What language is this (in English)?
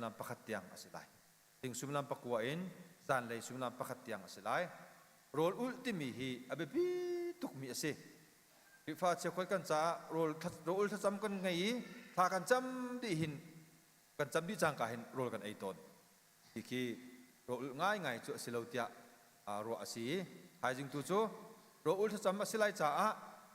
Hakha Chin